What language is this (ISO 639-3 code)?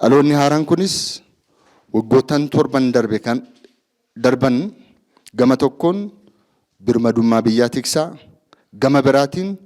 orm